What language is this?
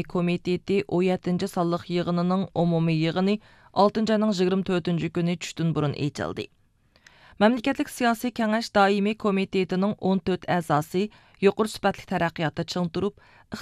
Uyghur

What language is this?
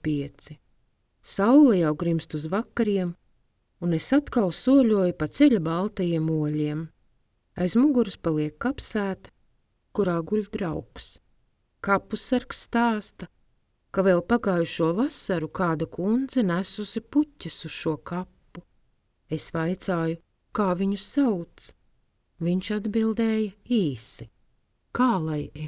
Latvian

